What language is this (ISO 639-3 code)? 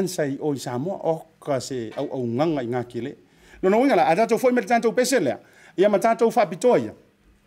smo